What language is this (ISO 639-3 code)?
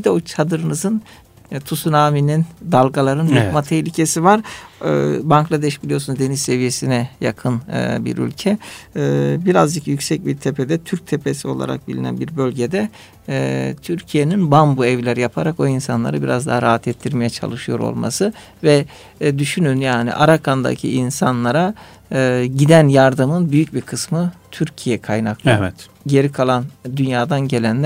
tur